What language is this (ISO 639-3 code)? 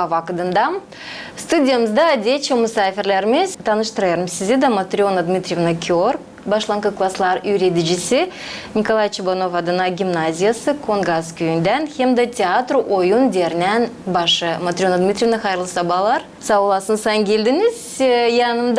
gag